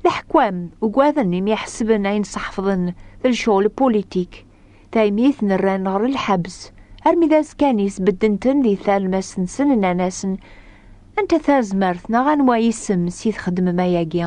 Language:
Kabyle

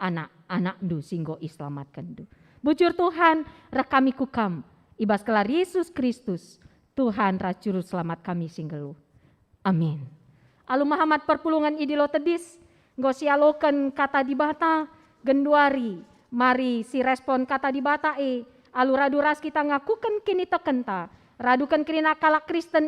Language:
Batak Karo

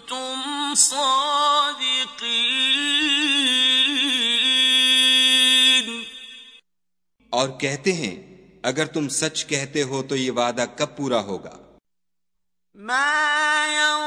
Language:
Urdu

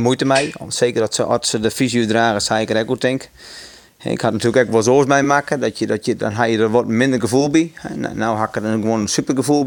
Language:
Western Frisian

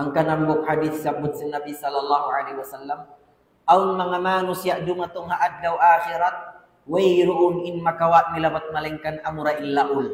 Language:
Tausug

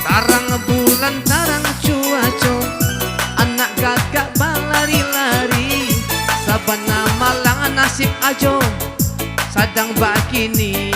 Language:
Minangkabau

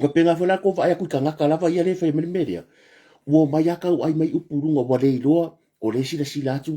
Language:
Samoan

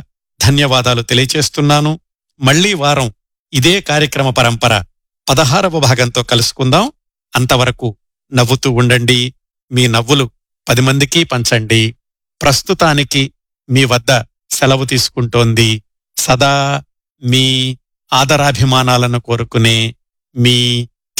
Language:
Telugu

